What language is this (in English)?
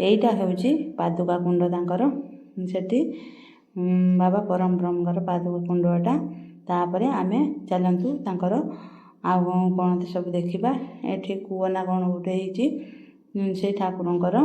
Odia